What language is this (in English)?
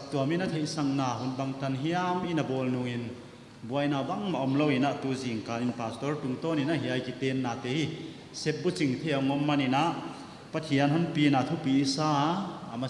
Paite Chin